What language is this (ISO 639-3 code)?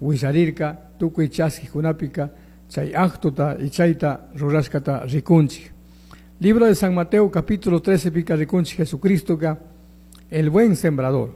qug